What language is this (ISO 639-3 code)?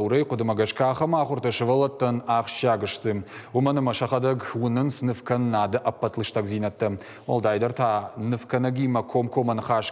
oss